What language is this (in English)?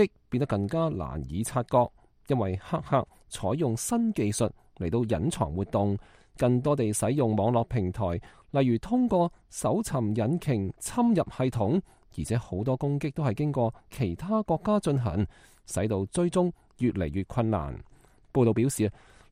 Cantonese